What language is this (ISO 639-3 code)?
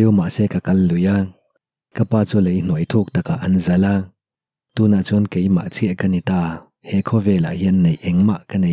lus